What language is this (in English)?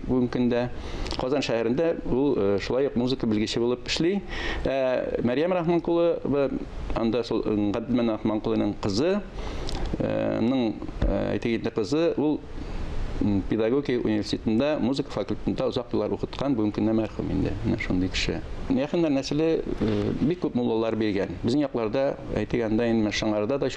Tatar